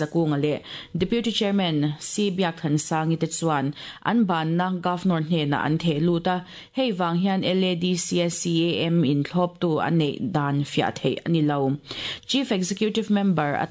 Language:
Mizo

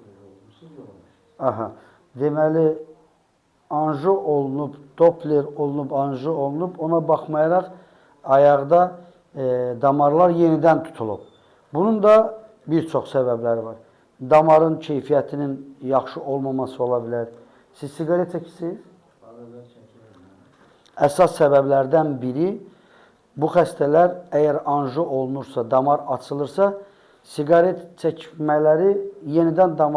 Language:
Azerbaijani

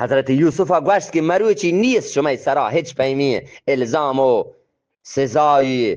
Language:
Eastern Balochi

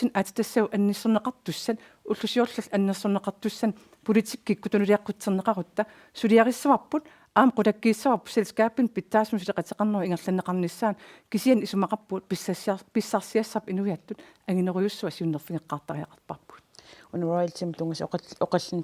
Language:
Kalaallisut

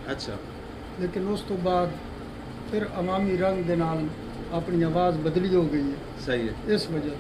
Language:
Saraiki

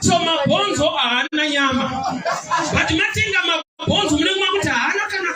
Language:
Shona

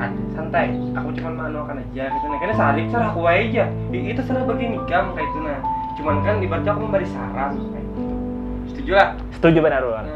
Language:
Banjar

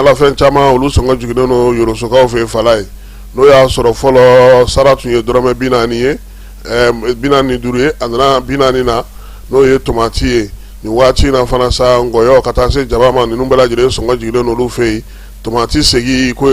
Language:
Bambara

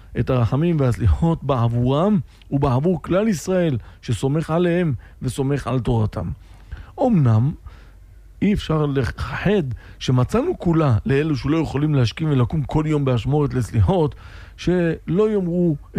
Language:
Hebrew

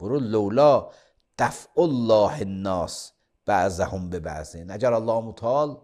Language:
Azerbaijani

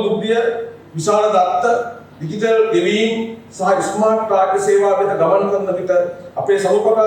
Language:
Sinhala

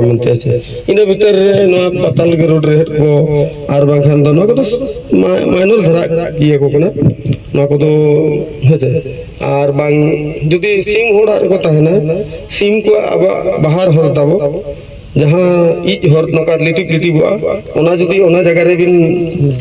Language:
Santali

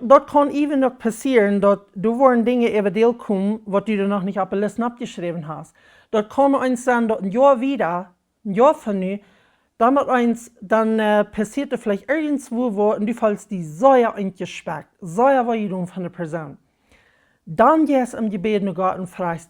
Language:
Plautdietsch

